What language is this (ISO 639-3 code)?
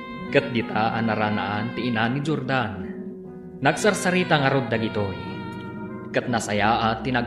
ilo